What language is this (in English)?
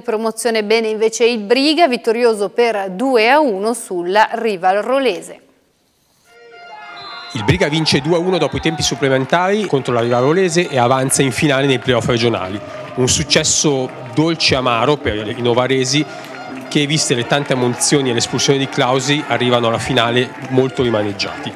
Italian